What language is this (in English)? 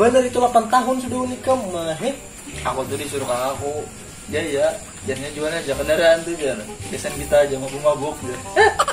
Banjar